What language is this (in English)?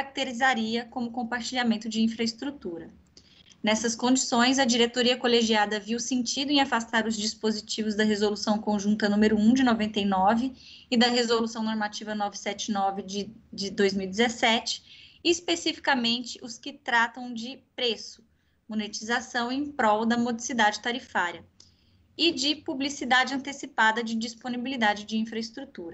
Portuguese